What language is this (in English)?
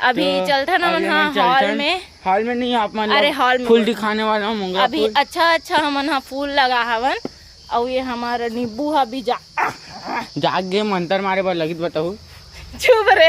Chhattisgarhi